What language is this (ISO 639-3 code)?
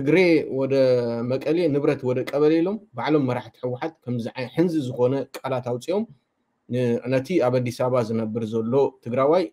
tir